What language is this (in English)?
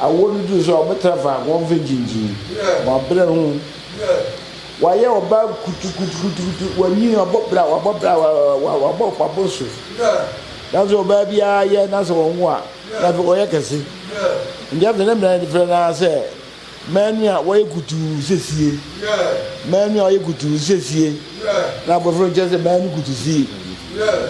Akan